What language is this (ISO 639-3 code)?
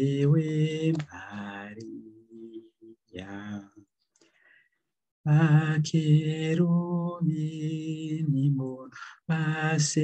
kin